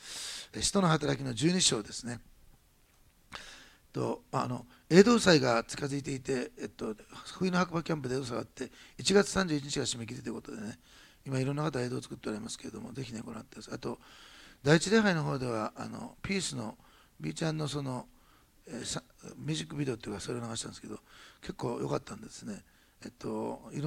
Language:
Japanese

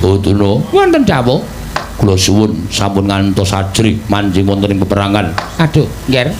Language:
Javanese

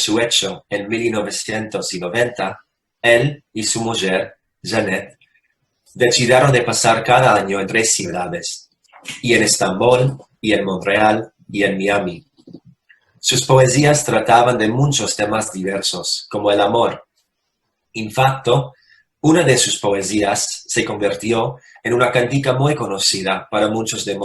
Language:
Ladino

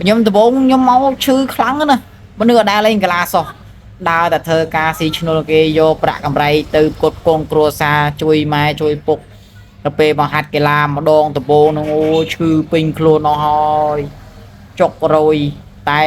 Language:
Khmer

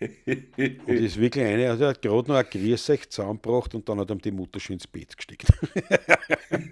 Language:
Bavarian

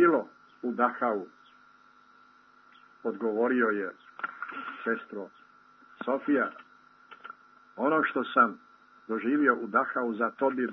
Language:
Croatian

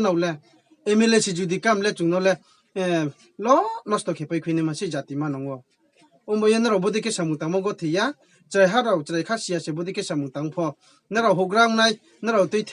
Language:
Riang (India)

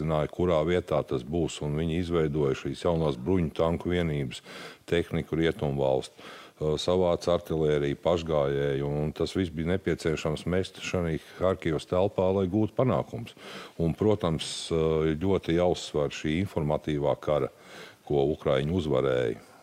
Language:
Latvian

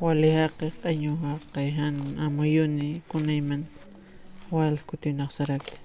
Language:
Aymara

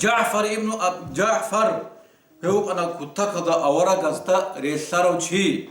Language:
Avaric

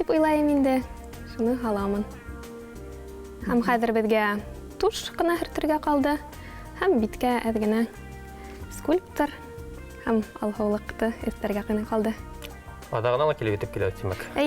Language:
Bashkir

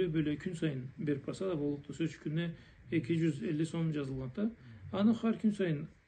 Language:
Karachay-Balkar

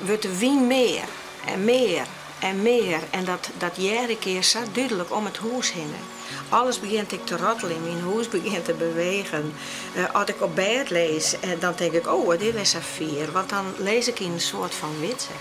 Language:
Western Frisian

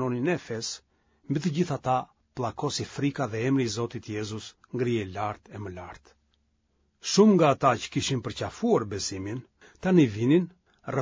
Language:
Albanian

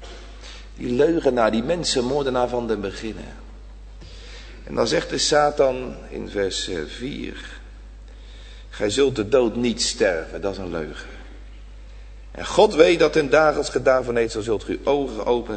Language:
Dutch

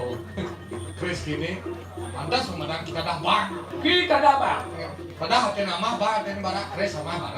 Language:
Balinese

